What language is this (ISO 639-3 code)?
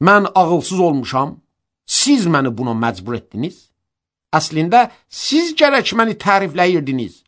aze